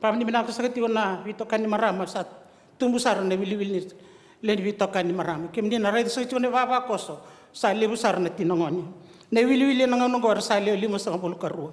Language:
Fijian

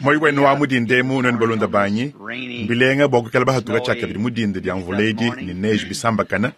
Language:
Luba-Lulua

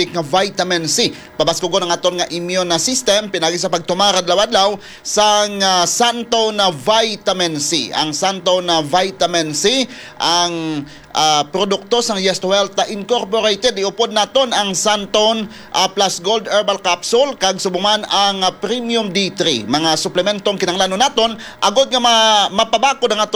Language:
Hiligaynon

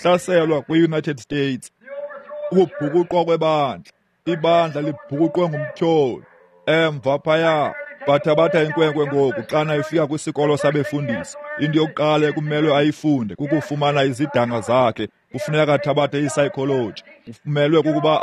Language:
Xhosa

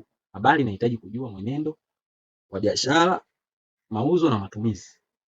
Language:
Swahili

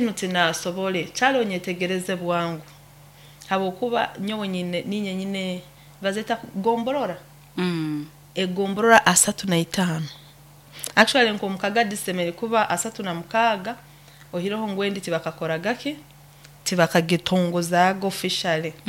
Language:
Nyoro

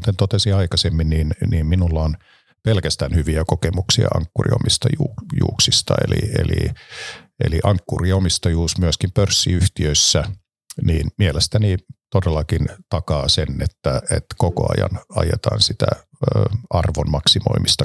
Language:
Finnish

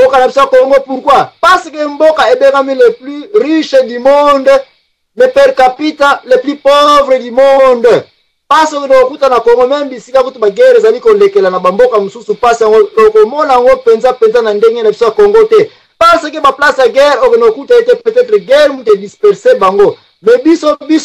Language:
Lingala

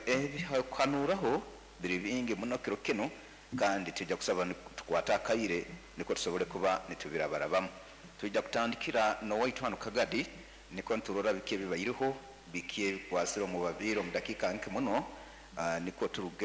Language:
Nyoro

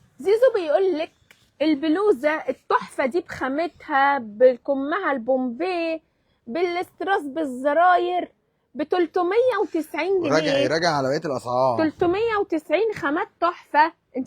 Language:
Egyptian Arabic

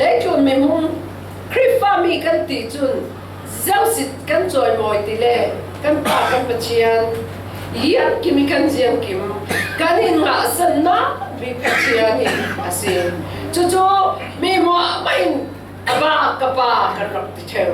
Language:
Falam Chin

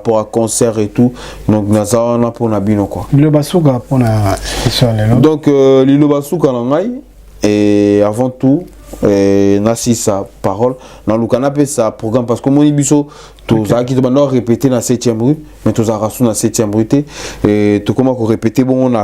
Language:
Lingala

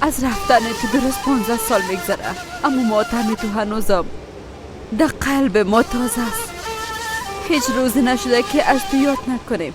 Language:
Persian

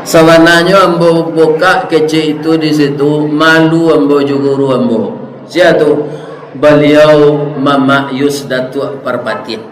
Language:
Minangkabau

